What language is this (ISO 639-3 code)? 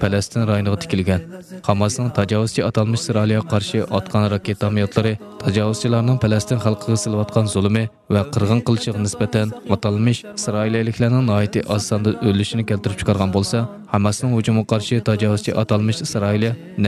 uig